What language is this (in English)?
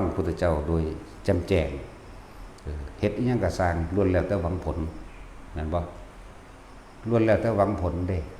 Northeastern Thai